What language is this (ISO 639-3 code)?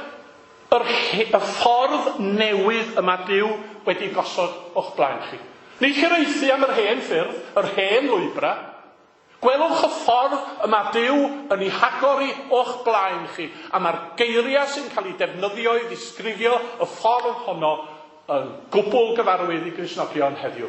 cym